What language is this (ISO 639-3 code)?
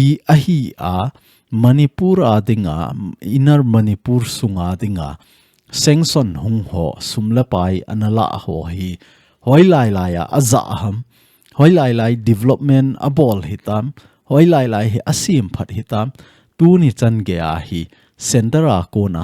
tcz